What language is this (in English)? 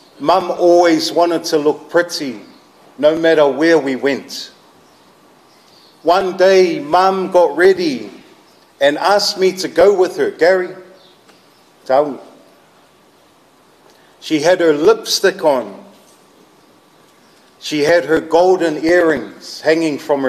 English